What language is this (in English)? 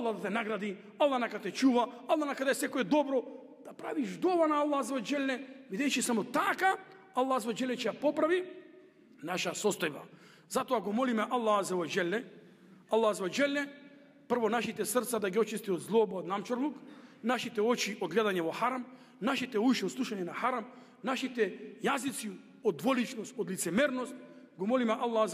Macedonian